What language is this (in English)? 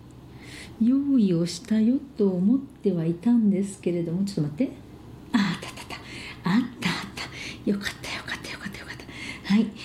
Japanese